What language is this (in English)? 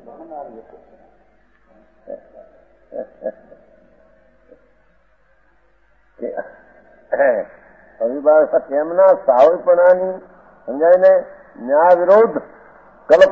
Gujarati